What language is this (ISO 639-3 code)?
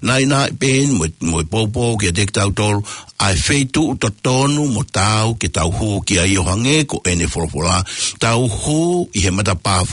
ton